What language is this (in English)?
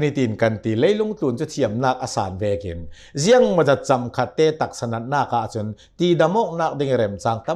Hakha Chin